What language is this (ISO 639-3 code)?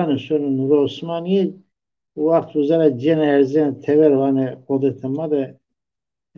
zza